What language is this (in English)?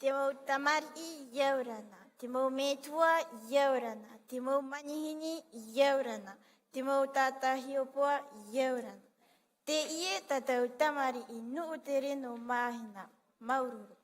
Tahitian